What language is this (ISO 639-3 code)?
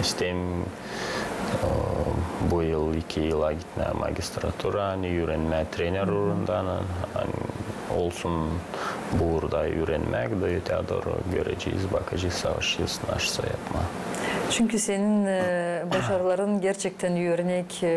gag